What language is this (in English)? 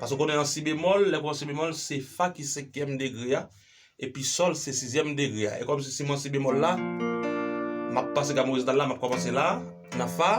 Haitian Creole